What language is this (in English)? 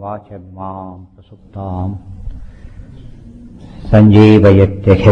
Kannada